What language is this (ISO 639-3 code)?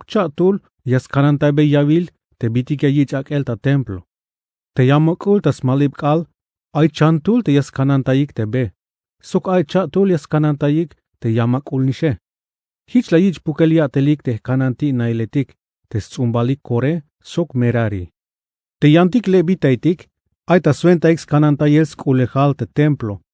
tzh